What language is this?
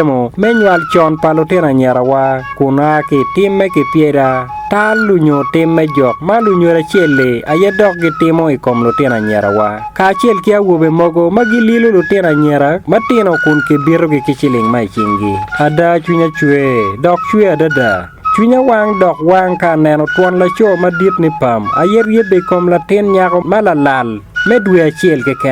Acoli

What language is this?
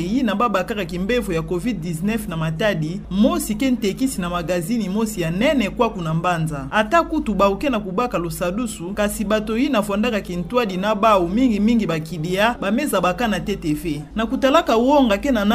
Kituba (Democratic Republic of Congo)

